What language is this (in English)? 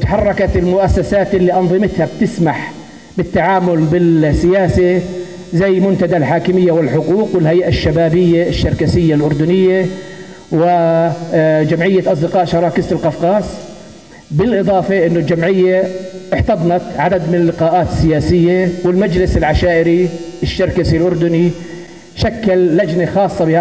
North Levantine Arabic